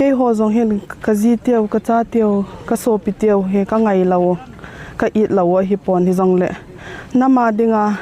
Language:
Hmar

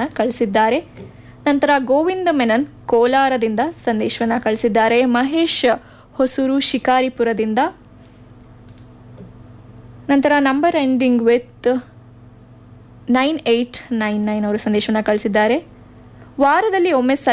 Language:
Kannada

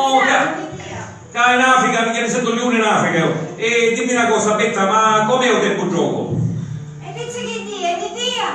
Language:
Sicilian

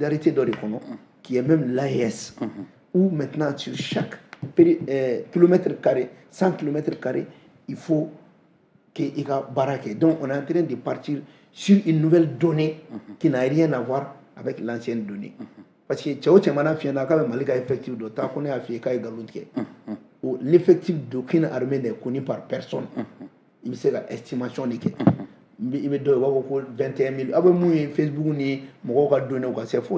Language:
Bambara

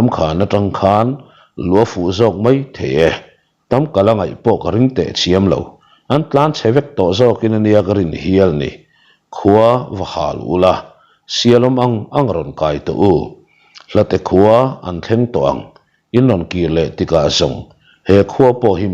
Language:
Mizo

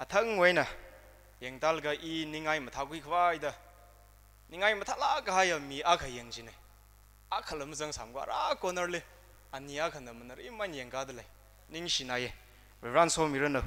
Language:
Tangkhul Naga (India)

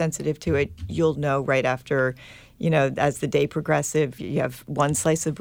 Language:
English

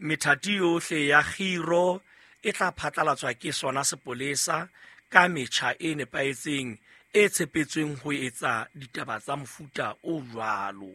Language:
Southern Sotho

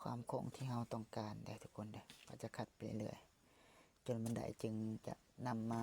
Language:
Lao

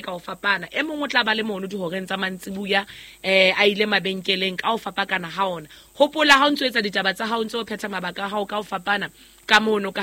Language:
Southern Sotho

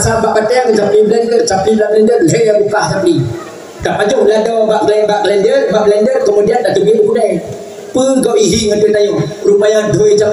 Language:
Achinese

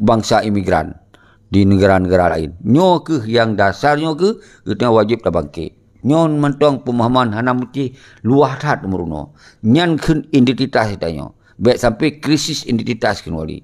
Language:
Achinese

